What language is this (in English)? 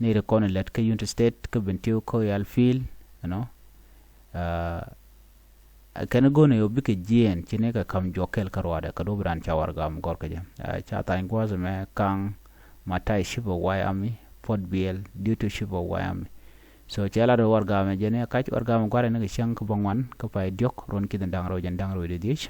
Nuer